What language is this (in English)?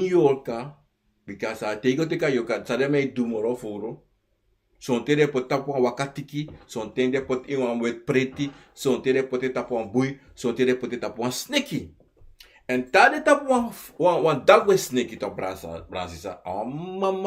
Sranan Tongo